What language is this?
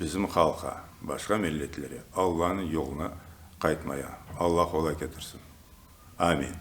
Crimean Tatar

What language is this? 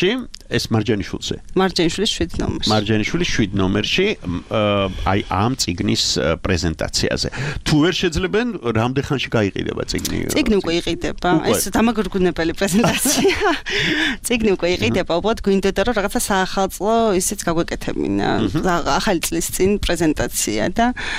Georgian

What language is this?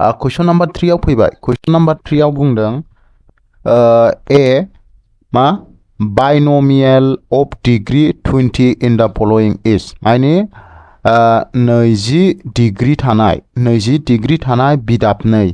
Bodo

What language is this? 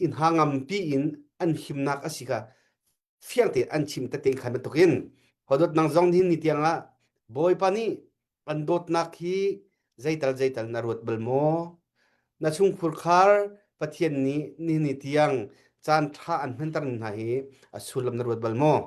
Hakha Chin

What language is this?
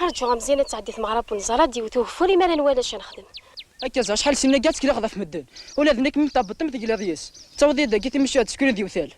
Kabyle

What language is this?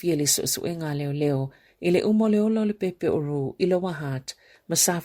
Samoan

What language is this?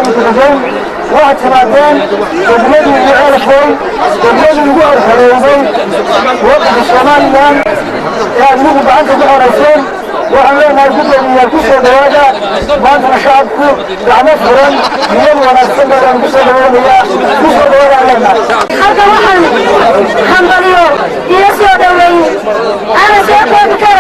Somali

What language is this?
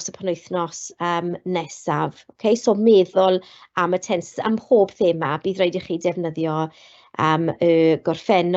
Welsh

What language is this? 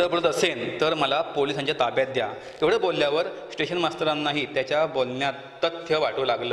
Marathi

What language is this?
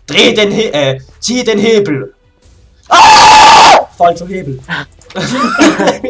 Swiss German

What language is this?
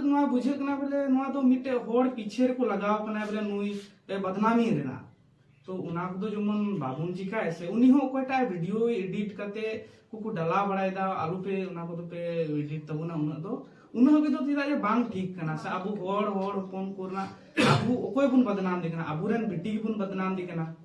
Santali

